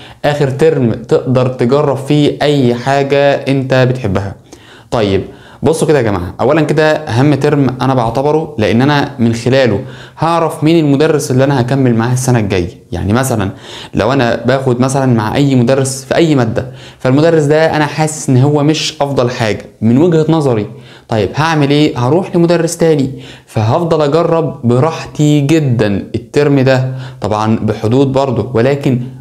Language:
Egyptian Arabic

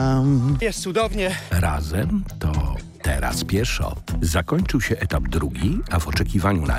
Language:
Polish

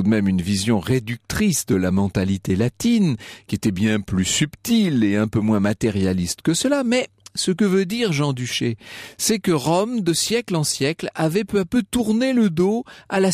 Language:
French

